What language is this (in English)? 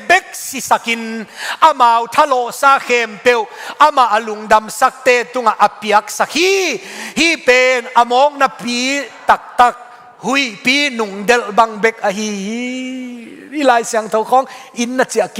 Tedim Chin